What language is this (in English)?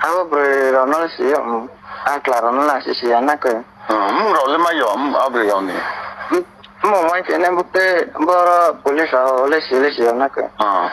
Riang (India)